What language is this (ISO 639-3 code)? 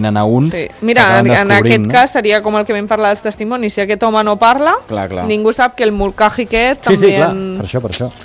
cat